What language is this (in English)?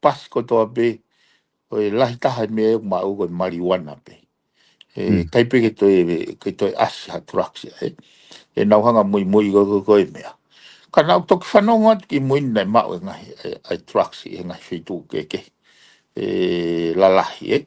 Tongan